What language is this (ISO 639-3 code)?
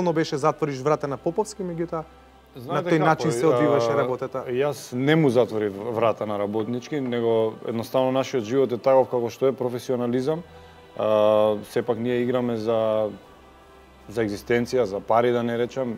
mkd